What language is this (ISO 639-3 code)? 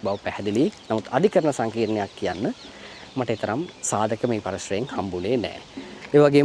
sin